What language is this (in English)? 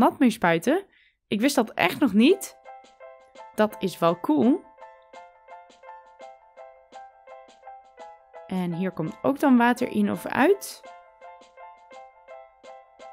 Dutch